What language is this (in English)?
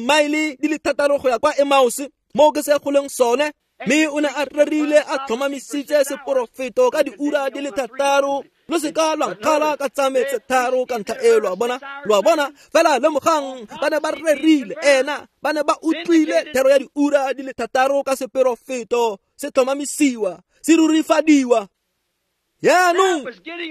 Tswana